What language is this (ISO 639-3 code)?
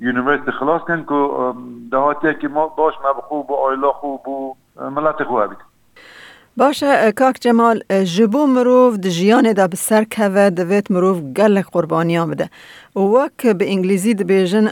kur